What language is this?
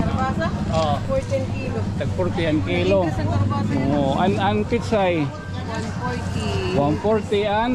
Waray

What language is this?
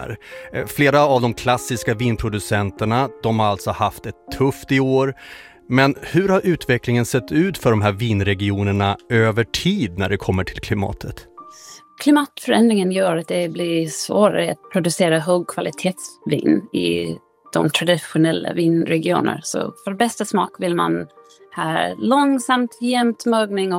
Swedish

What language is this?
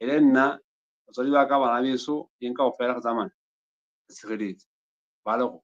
Southern Sotho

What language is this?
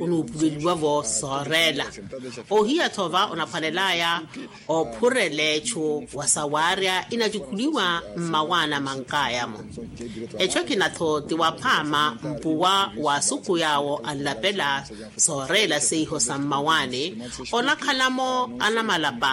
Makhuwa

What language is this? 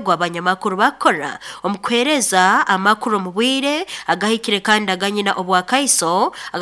Nyankole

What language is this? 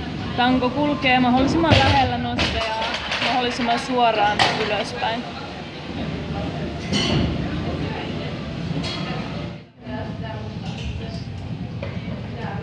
Finnish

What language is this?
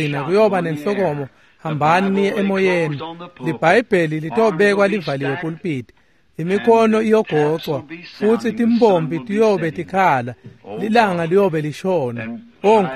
Swati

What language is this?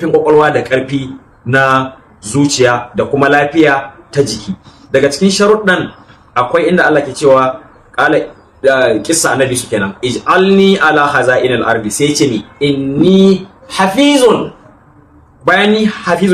Hausa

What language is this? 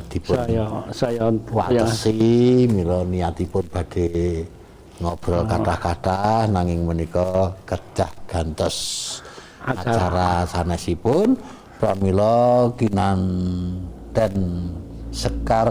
Javanese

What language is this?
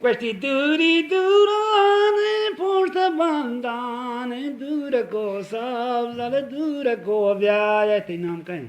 Eastern Balochi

